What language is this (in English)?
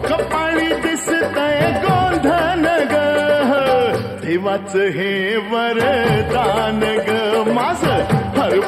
Marathi